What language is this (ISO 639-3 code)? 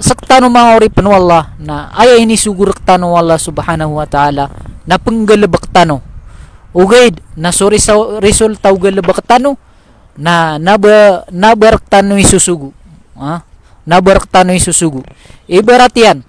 mrw